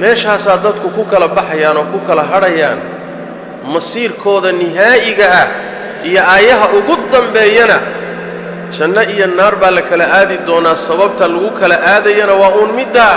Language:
Somali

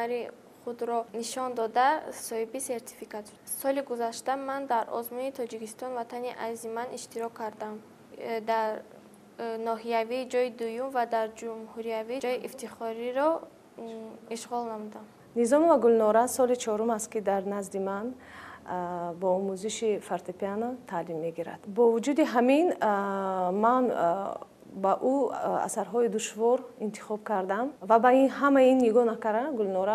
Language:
Tajik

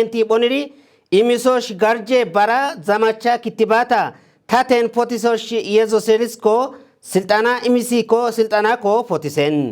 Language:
Kafa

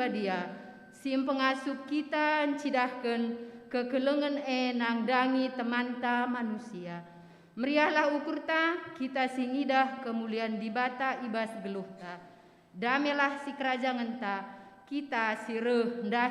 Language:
Batak Karo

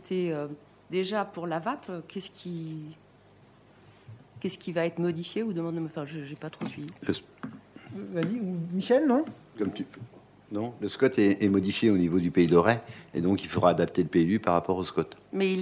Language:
French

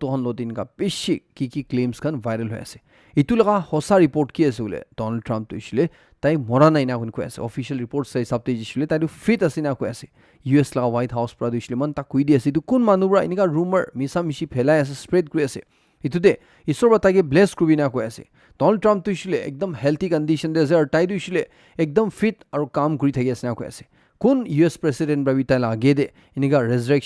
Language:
Naga Pidgin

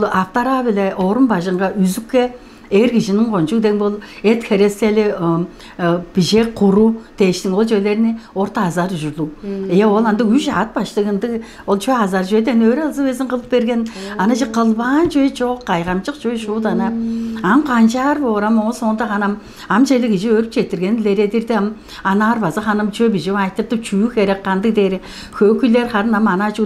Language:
Tuvinian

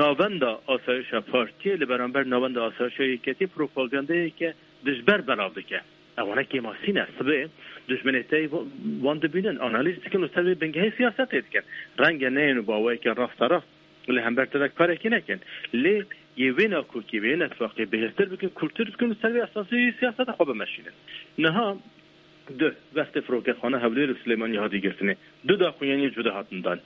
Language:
Kurdish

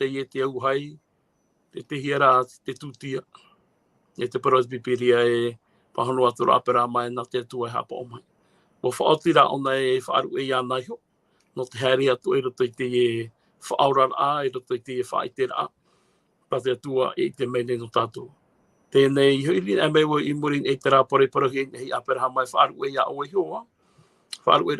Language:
Tahitian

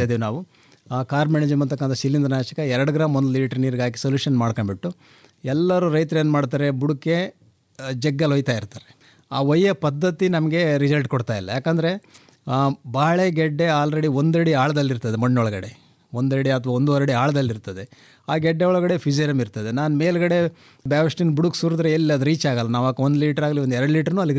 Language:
Kannada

